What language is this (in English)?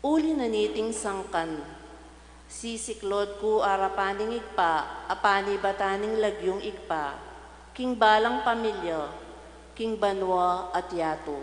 Pampanga